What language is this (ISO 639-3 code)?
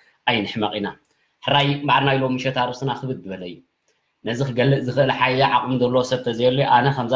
tir